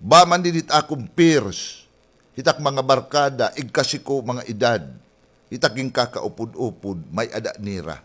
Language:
Waray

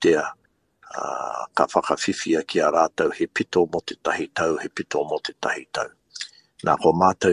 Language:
Māori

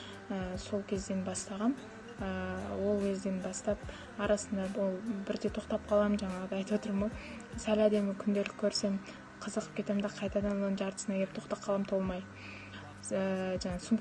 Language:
Kazakh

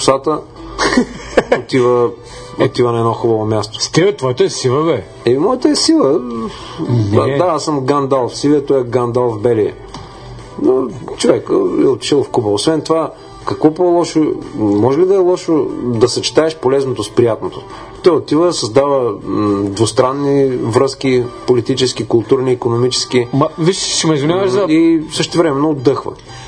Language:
Bulgarian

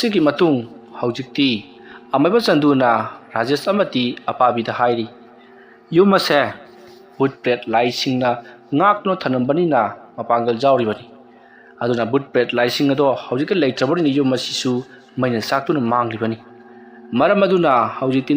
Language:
Manipuri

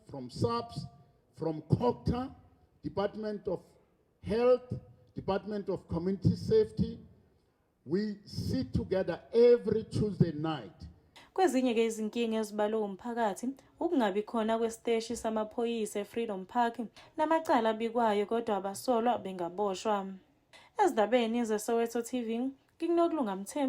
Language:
Zulu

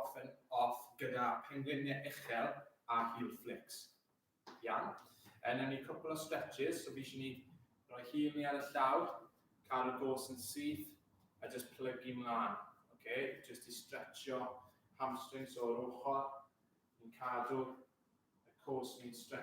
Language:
Welsh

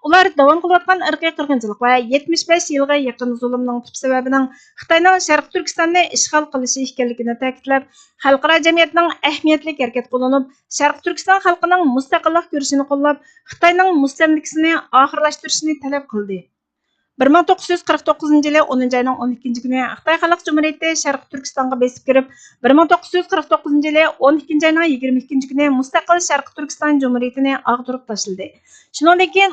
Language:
Uyghur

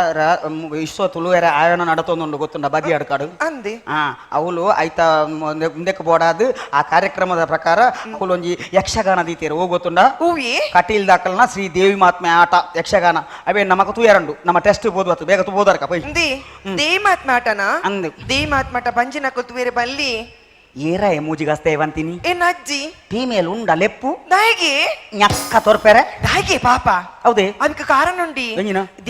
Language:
Tulu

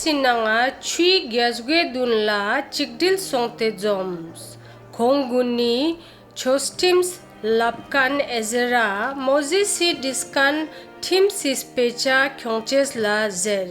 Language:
Ladakhi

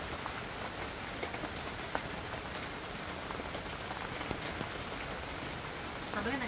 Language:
Indonesian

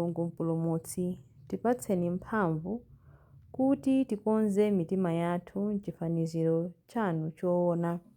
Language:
Nyanja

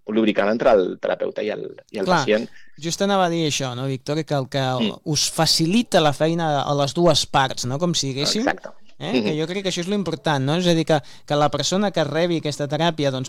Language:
Catalan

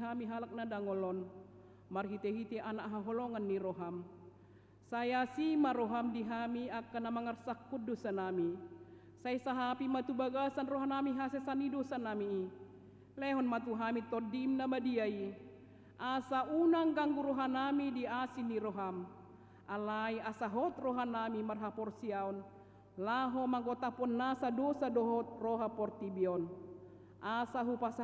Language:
Batak Toba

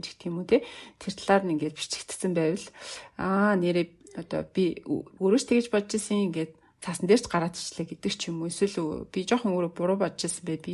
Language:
Mongolian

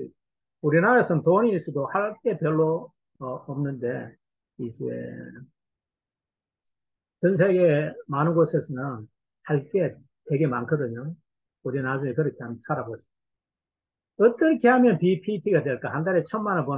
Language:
Korean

